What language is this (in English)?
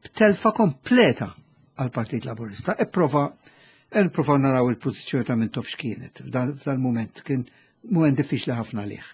Maltese